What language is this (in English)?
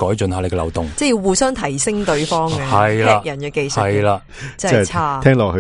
Cantonese